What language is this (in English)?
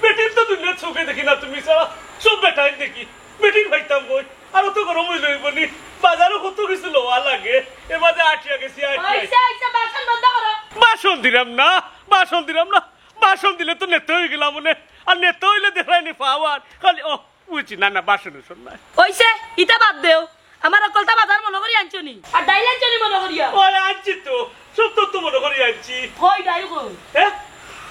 Sylheti